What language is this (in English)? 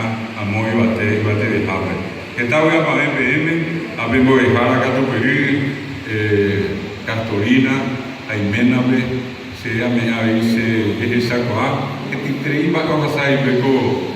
Guarani